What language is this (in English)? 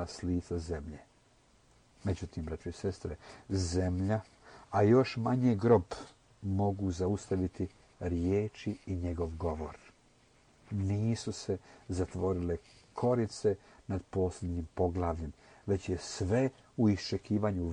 Croatian